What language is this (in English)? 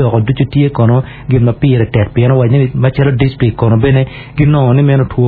Acoli